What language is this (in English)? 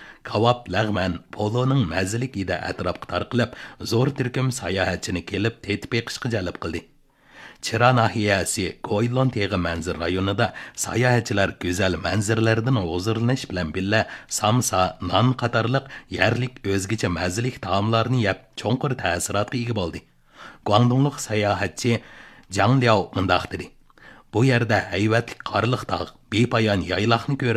Uyghur